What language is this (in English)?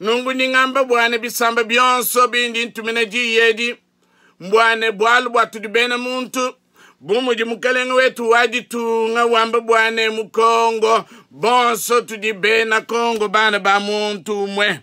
Luba-Lulua